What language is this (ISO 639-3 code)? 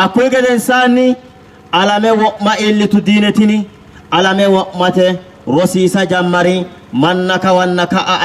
sid